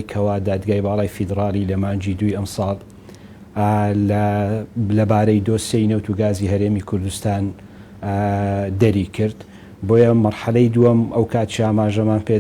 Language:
Central Kurdish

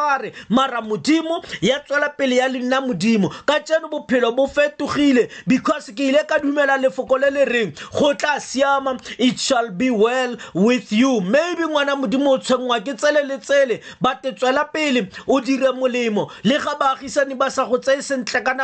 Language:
Tswana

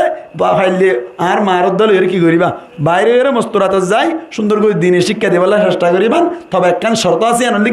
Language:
Rohingya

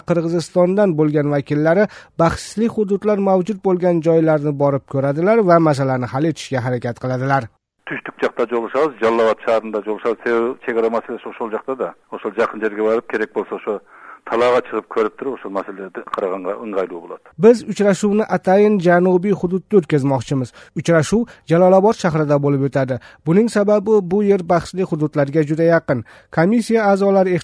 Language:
Kyrgyz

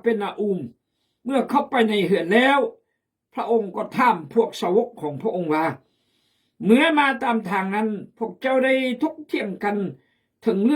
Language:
Khmu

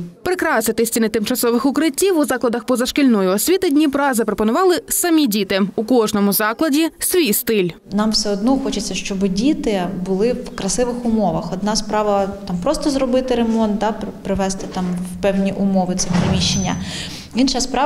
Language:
Ukrainian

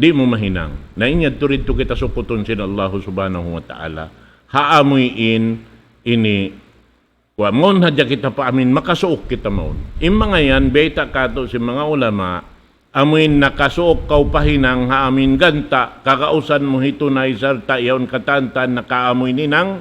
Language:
Tausug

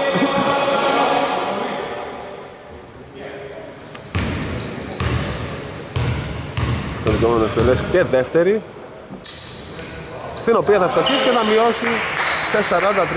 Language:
Greek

